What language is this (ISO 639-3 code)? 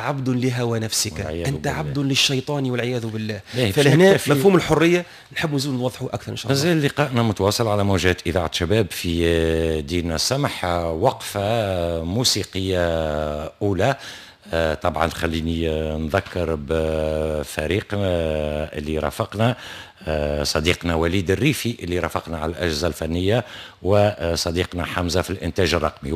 aeb